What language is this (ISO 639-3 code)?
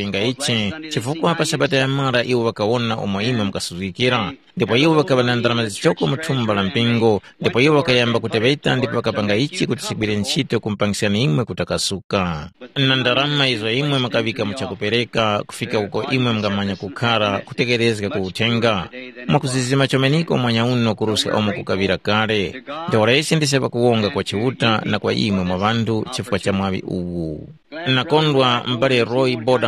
tum